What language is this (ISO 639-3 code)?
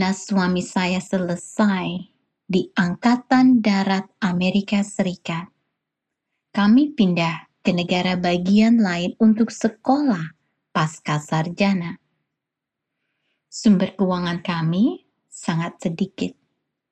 ind